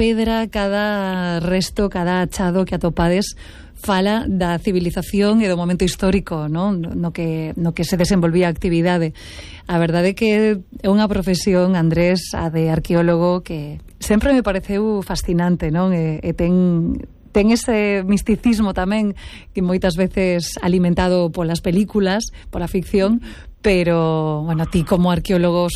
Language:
Galician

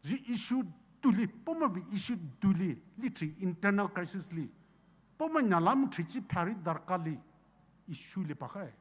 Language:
Poumei Naga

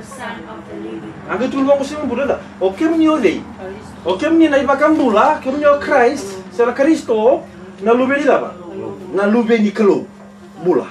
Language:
Fijian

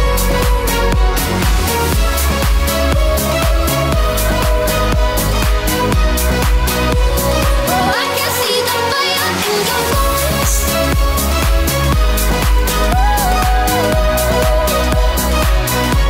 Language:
English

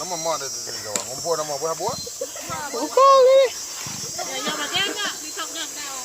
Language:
Iban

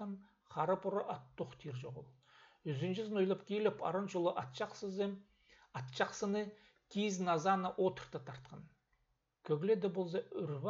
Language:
Khakas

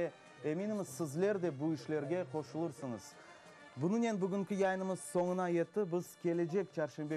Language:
Crimean Tatar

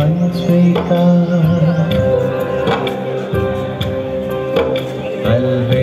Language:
Hindi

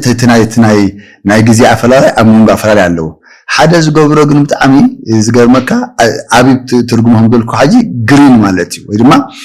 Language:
Tigrinya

